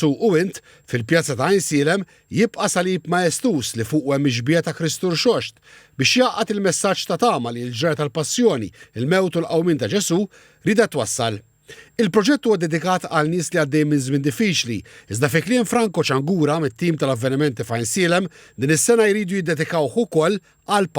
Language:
Maltese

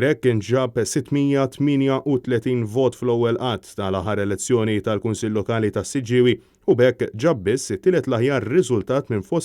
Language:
Maltese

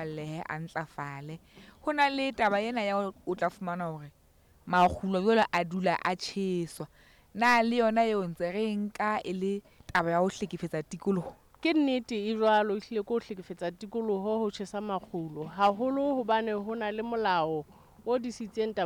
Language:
Southern Sotho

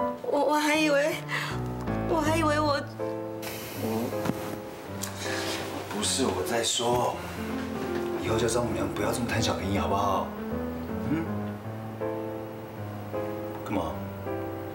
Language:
Chinese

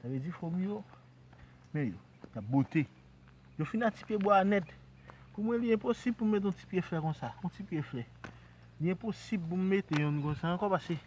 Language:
Haitian Creole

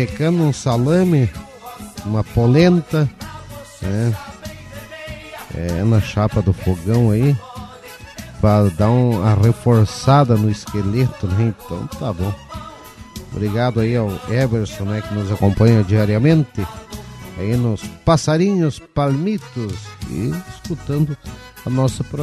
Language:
Portuguese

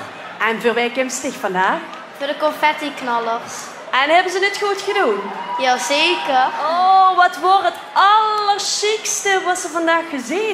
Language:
Limburgish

